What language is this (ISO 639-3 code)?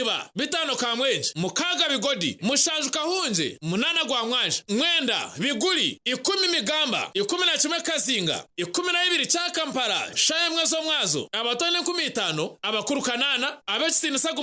nyn